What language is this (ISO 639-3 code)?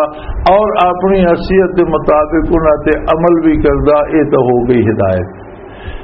lah